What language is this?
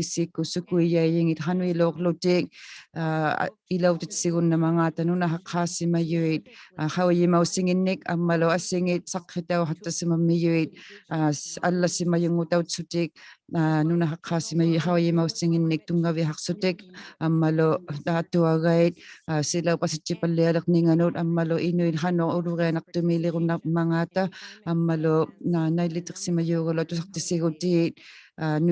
Inuktitut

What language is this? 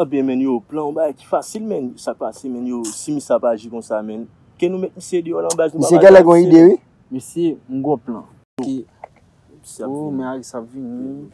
Haitian Creole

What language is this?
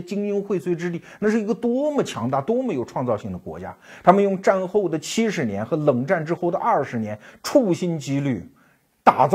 Chinese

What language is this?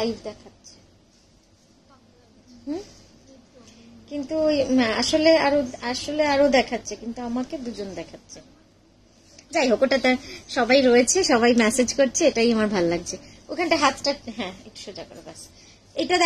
Bangla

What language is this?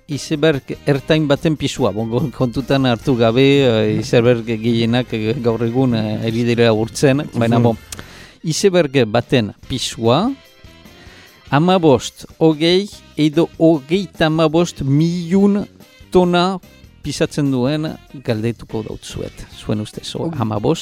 Basque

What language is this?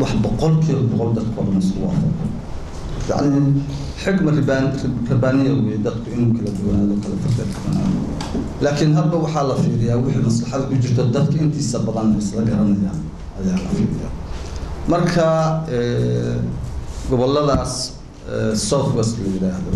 Somali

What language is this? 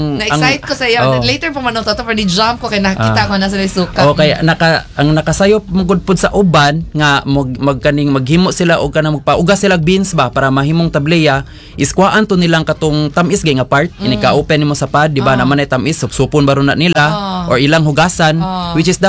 Cebuano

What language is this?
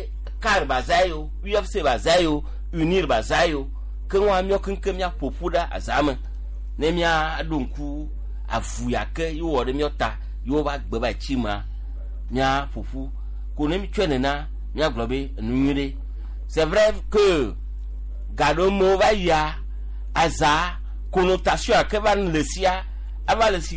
Gen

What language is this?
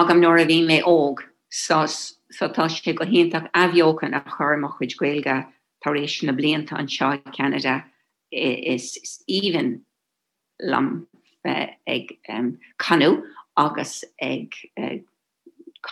Irish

